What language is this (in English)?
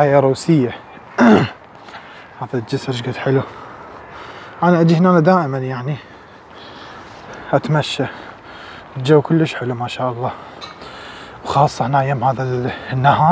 Mesopotamian Arabic